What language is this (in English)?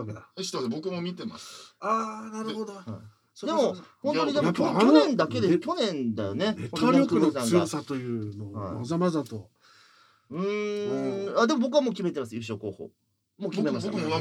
Japanese